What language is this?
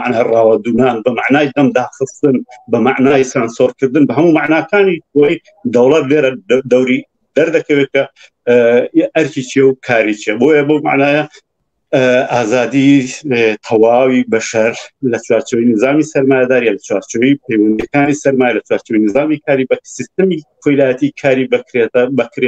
Central Kurdish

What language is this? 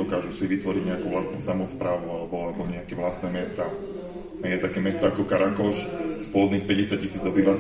Slovak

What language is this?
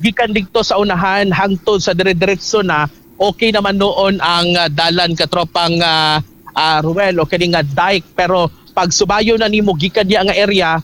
Cebuano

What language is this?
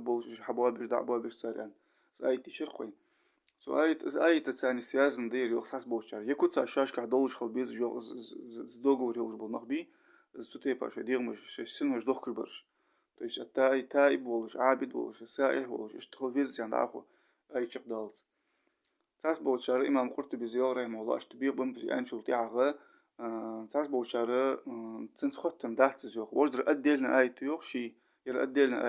Ingush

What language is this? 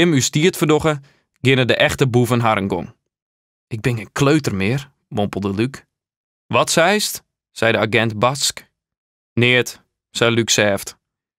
Western Frisian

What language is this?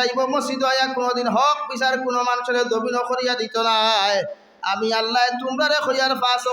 Sylheti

